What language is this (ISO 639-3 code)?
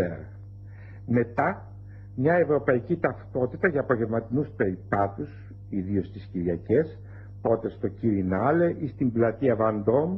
ell